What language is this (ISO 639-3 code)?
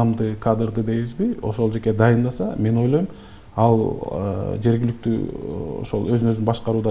kir